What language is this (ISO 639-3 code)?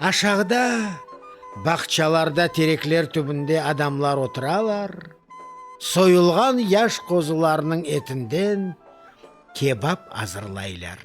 crh